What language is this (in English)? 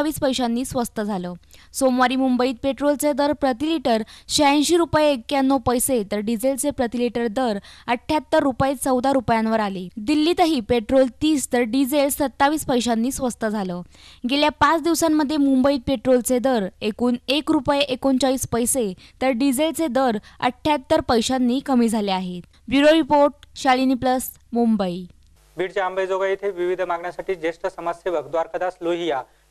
Marathi